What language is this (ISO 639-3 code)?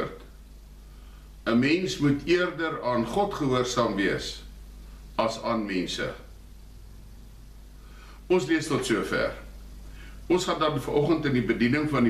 afr